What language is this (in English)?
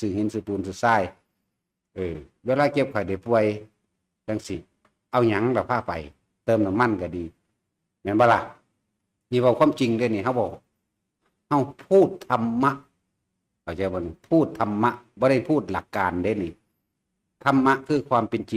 Northeastern Thai